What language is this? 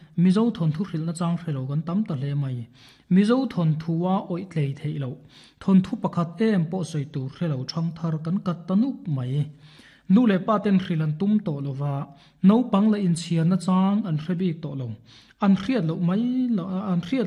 Mizo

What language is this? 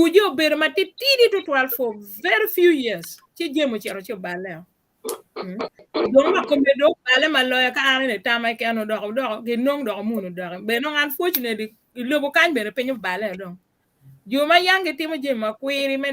Acoli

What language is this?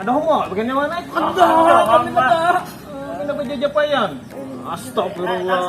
Banjar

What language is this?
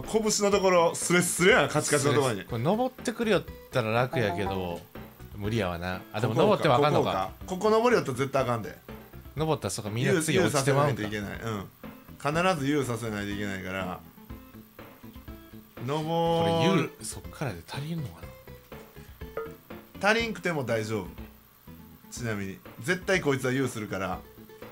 Japanese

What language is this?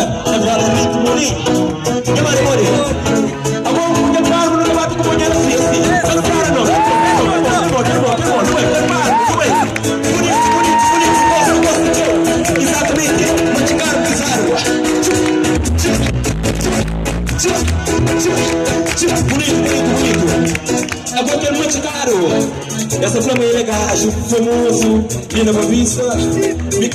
Kabuverdianu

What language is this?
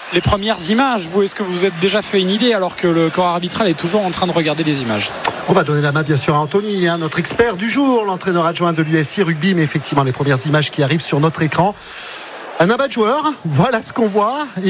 French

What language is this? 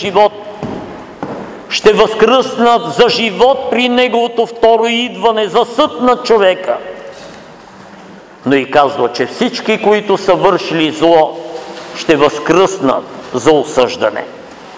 Bulgarian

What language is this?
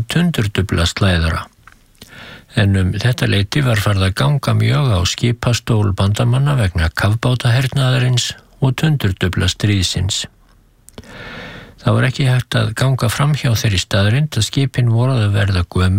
Icelandic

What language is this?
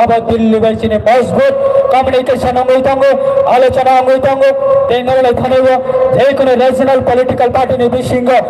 Kok Borok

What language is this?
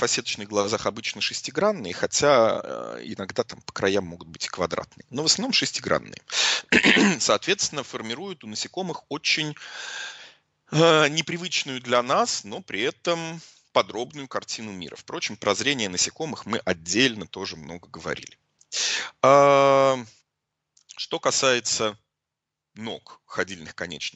Russian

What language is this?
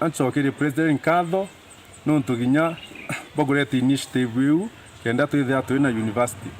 Meru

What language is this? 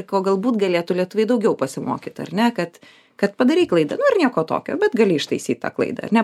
Lithuanian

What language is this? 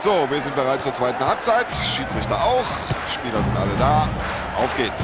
Bavarian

